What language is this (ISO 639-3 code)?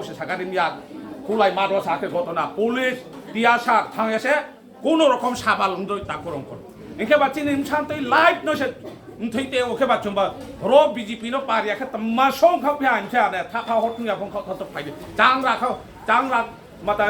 trp